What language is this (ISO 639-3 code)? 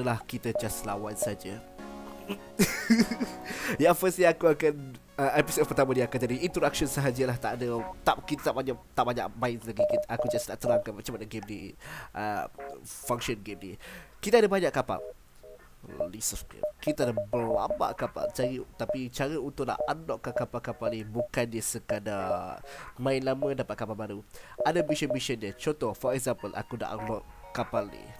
msa